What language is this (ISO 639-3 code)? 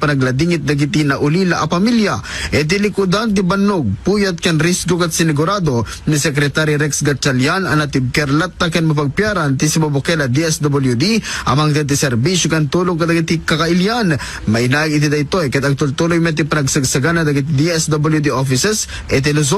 ilo